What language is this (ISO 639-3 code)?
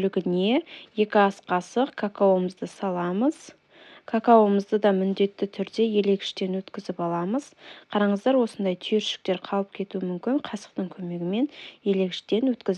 kaz